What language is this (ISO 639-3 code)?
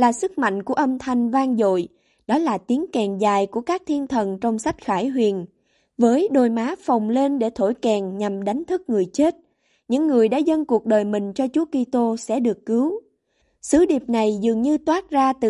vie